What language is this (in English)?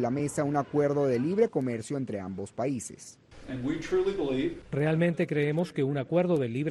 Spanish